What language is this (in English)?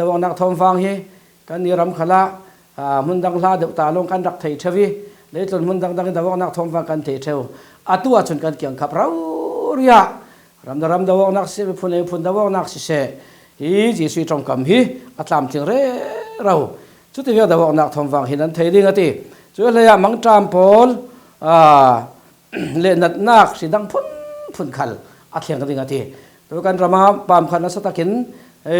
Falam Chin